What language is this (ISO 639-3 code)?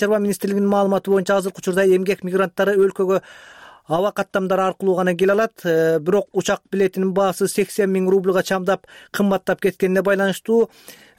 kir